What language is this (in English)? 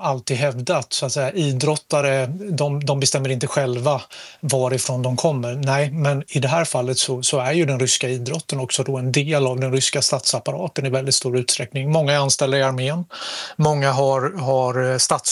Swedish